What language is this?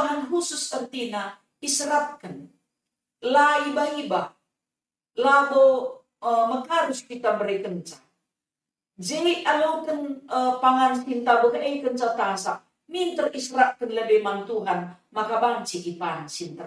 Batak Karo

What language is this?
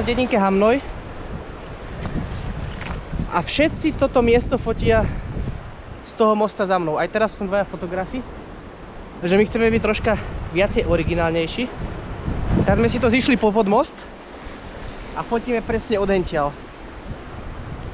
Slovak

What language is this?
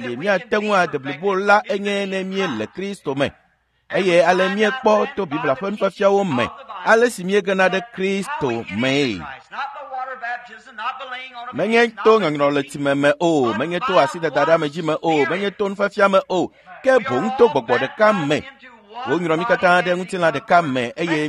Ewe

